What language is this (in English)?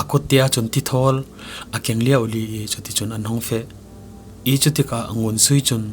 Falam Chin